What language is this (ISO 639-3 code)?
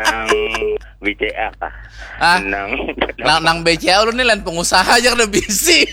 bjn